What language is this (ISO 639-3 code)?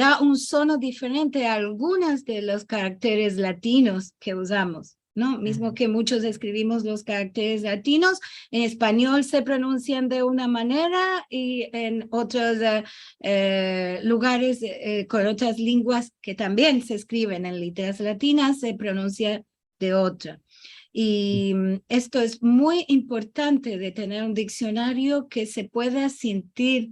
lad